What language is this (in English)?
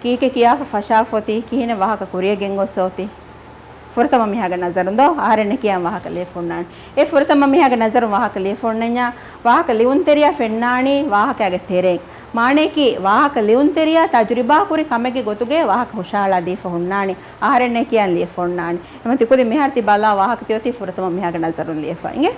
Divehi